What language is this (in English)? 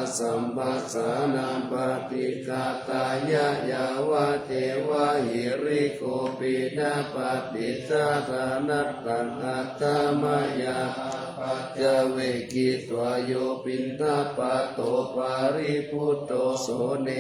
Pali